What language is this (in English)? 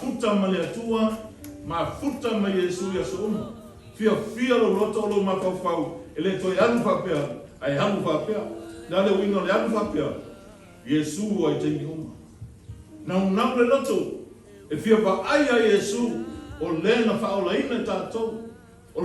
Samoan